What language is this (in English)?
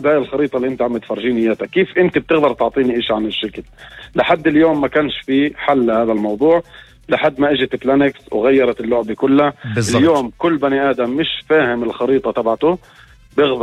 North Levantine Arabic